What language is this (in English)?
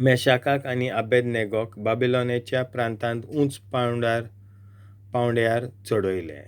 Konkani